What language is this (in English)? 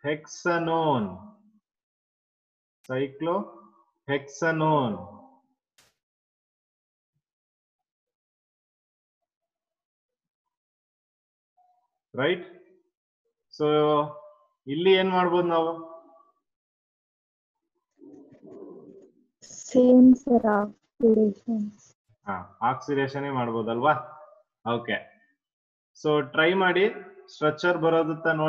Kannada